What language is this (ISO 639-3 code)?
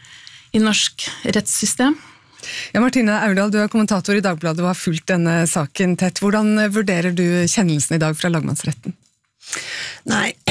nor